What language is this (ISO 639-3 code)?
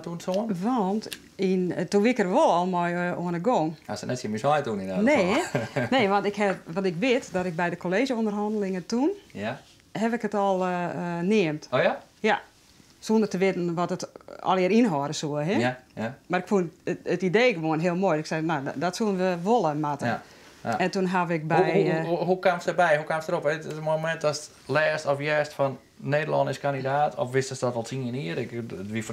fry